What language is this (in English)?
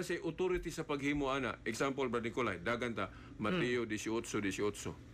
Cebuano